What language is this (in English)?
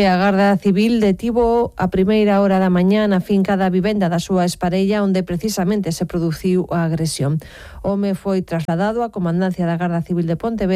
Galician